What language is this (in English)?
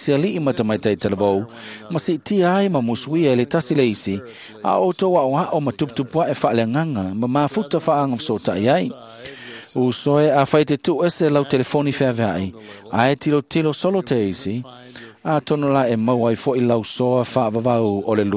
Samoan